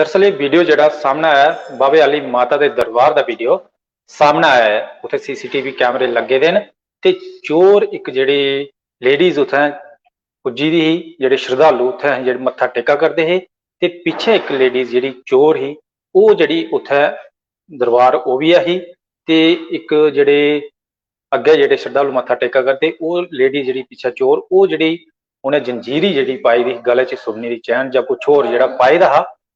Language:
Dogri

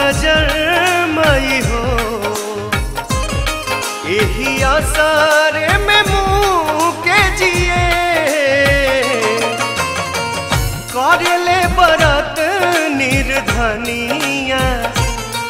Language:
Bhojpuri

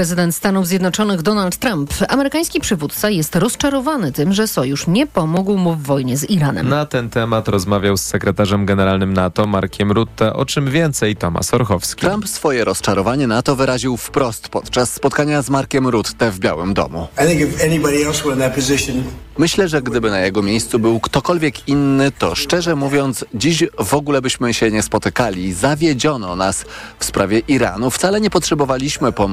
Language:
Polish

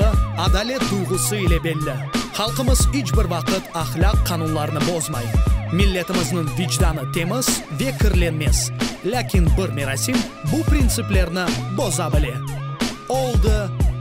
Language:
Crimean Tatar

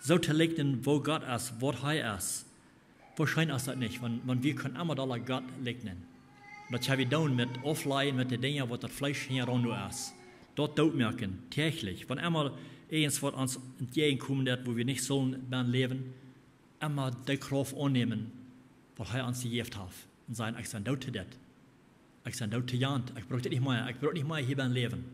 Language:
Plautdietsch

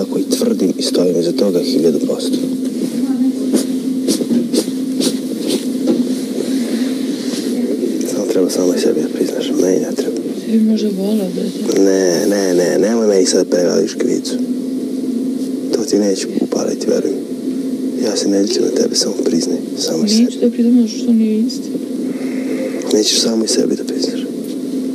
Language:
Serbian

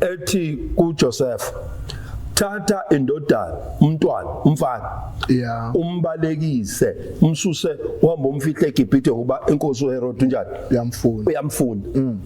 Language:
Zulu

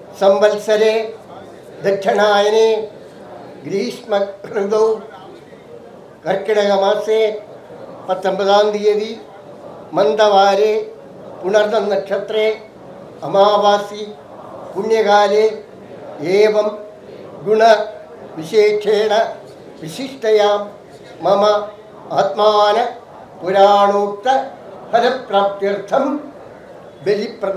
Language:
Malayalam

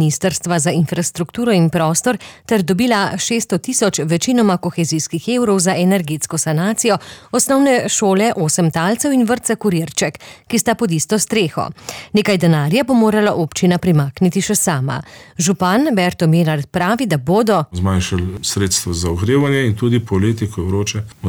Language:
Slovenian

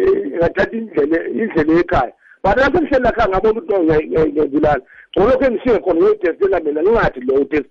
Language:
South Ndebele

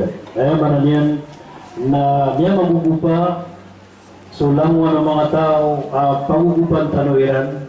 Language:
Maranao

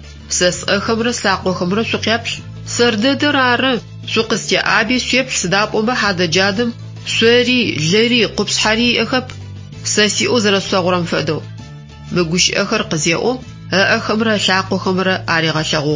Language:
Adyghe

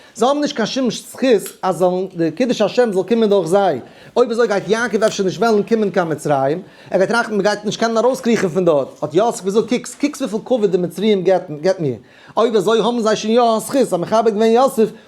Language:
Yiddish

